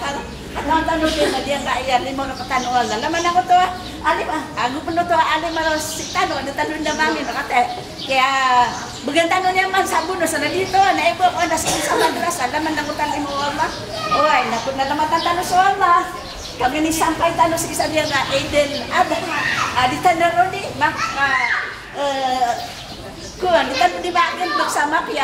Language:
Maranao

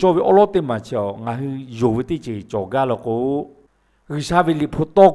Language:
Lahu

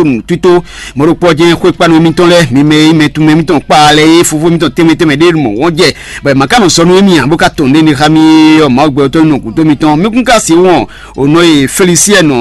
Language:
Fon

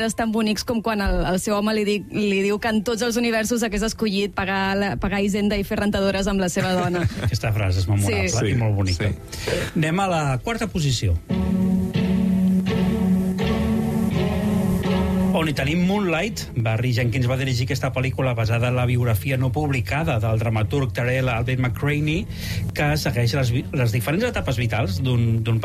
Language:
Catalan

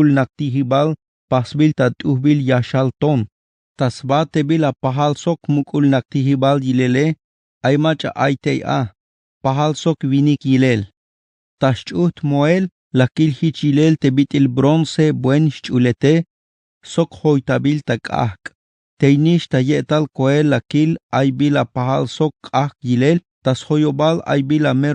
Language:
Tzeltal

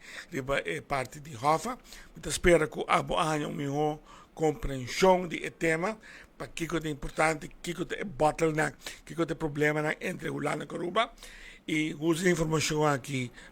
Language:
Papiamento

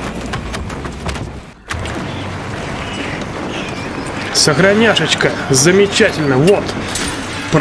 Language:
Russian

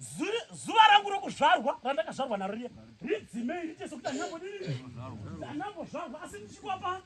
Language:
Shona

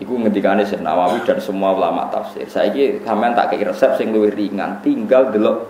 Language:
Javanese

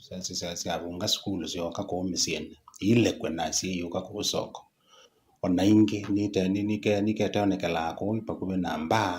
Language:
Kamba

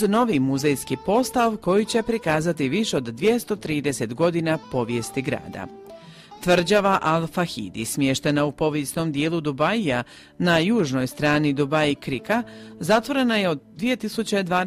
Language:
Croatian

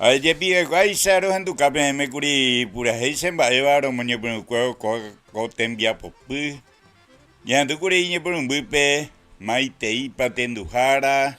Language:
Guarani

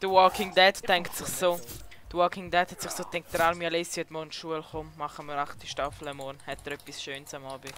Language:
Swiss German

